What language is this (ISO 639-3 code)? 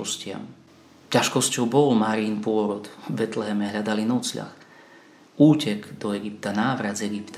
slk